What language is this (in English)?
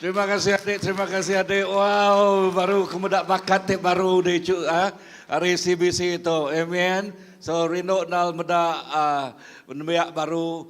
Iban